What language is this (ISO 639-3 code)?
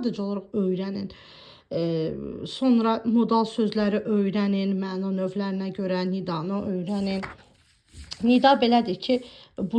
aze